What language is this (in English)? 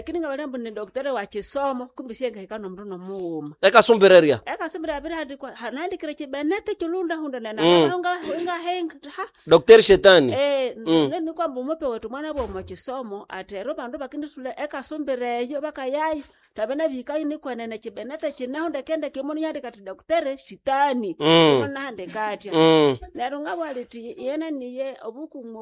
Nande